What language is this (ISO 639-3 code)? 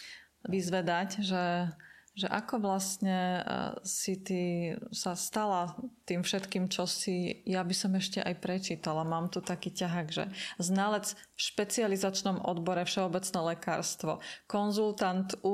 slk